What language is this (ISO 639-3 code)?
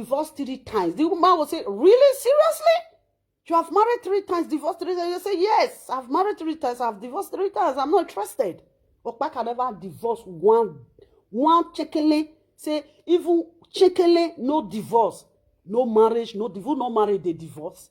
pcm